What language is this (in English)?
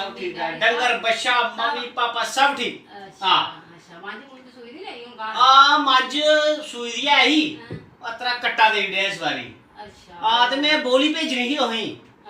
Dogri